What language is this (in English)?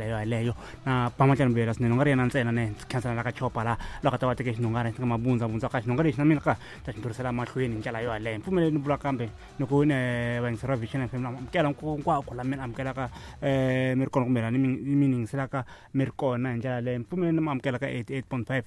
Tsonga